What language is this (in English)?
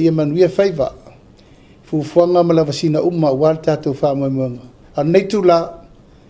Samoan